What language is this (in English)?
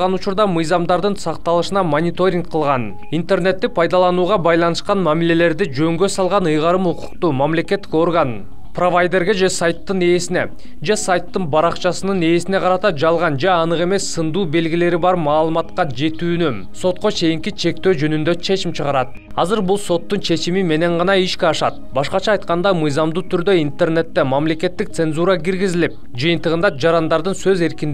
Kyrgyz